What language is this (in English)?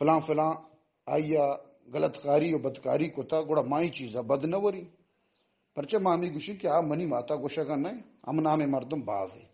Eastern Balochi